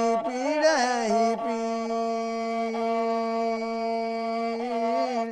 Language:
Santali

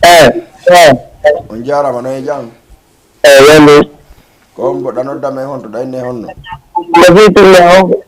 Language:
Fula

